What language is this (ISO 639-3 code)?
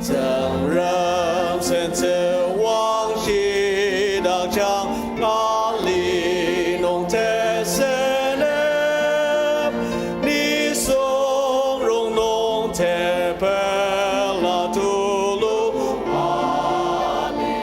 njo